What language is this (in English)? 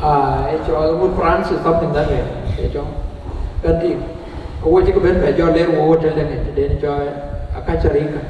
Dinka